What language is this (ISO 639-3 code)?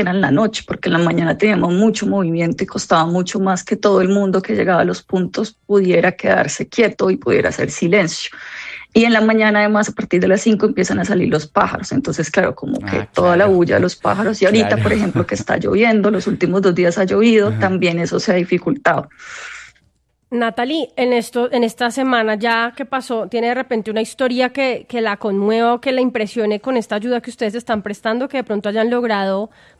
spa